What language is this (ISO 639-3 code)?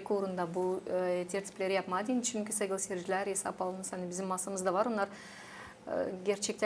gag